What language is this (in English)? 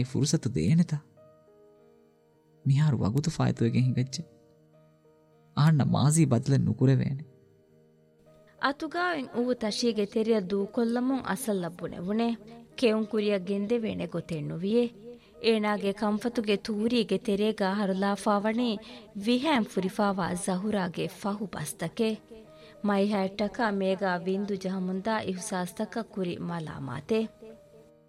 Divehi